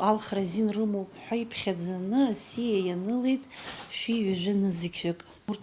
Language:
Abkhazian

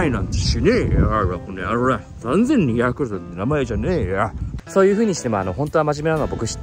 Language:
Japanese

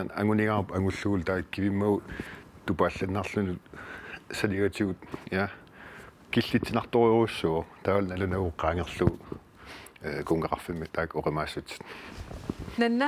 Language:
Kalaallisut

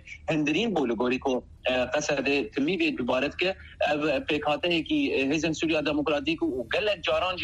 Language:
Kurdish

